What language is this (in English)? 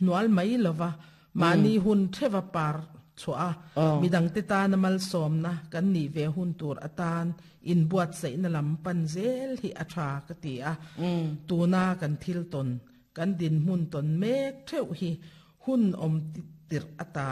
Mizo